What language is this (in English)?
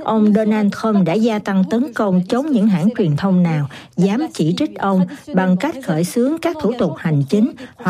Vietnamese